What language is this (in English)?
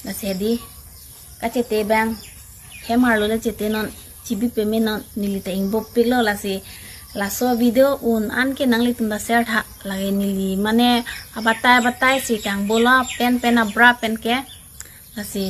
Karbi